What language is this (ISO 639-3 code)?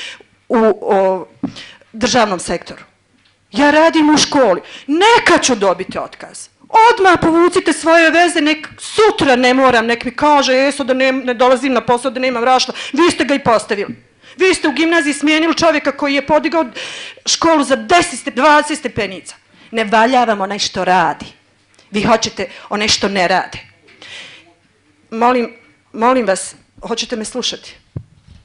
bos